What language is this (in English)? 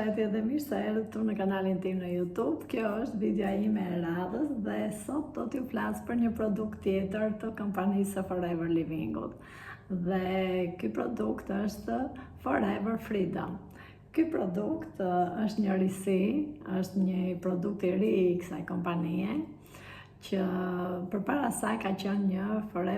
Albanian